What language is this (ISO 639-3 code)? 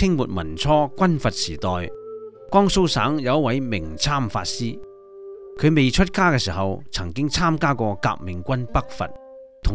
yue